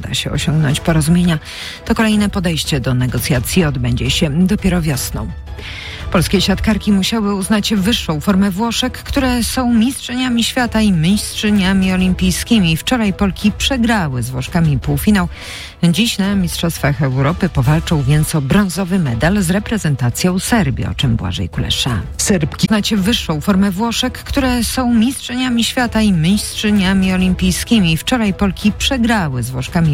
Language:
Polish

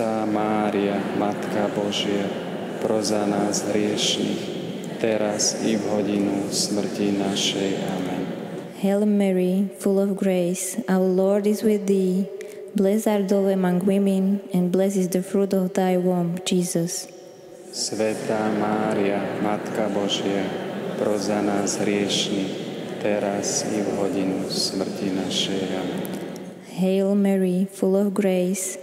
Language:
Slovak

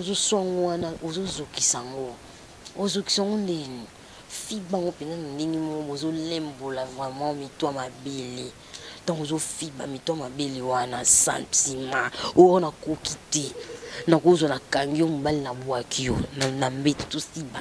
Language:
Lingala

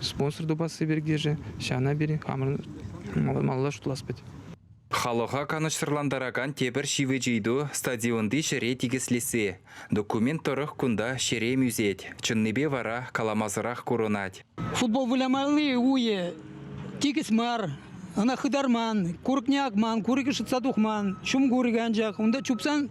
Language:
Chuvash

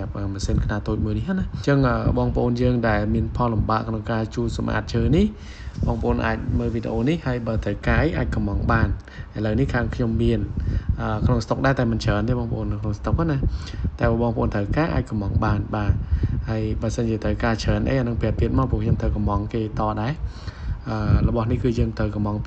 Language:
Khmer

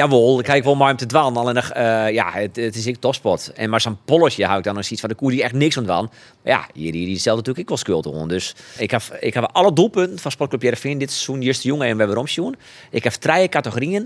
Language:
Western Frisian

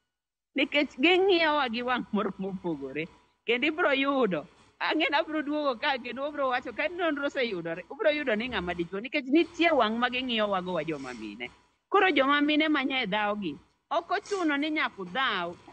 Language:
Luo (Kenya and Tanzania)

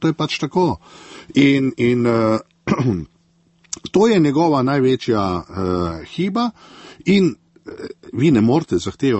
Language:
Slovenian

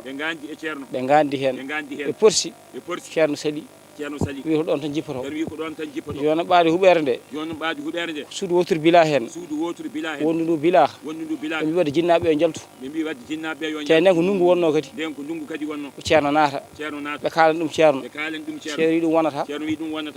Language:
Fula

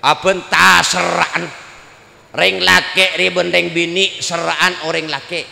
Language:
Madurese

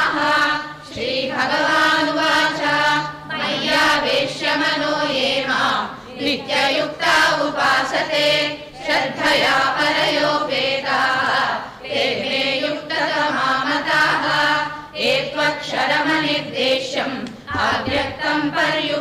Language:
Sanskrit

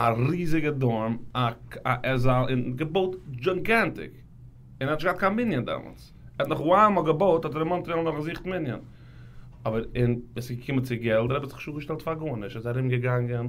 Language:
Yiddish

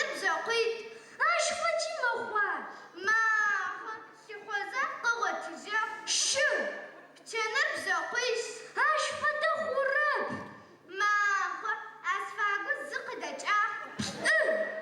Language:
Adyghe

